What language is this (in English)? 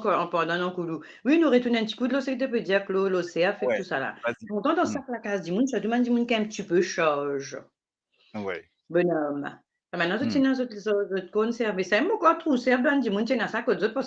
Morisyen